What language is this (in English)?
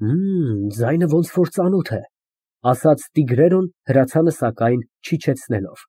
Armenian